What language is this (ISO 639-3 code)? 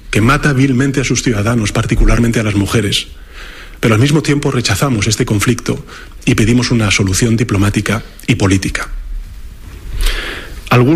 spa